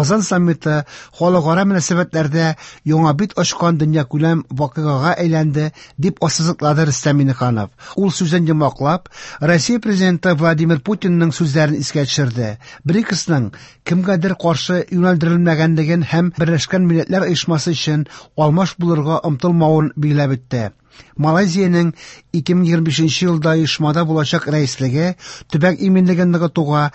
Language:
Tatar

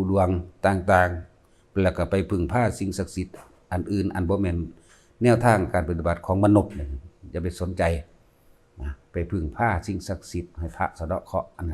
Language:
Northeastern Thai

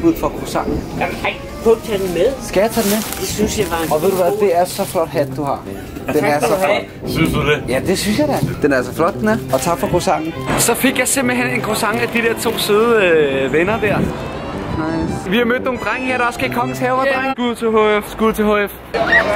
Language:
Danish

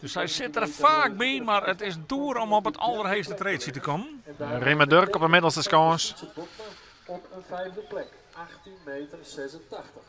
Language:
Western Frisian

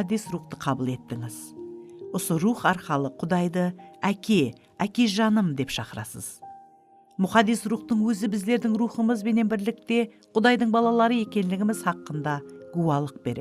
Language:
Kara-Kalpak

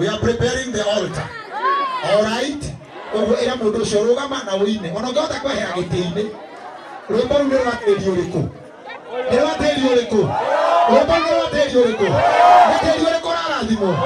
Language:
Kikuyu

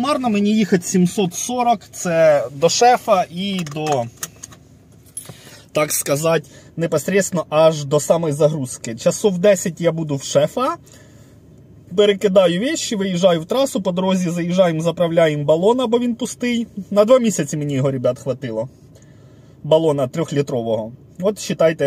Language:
Ukrainian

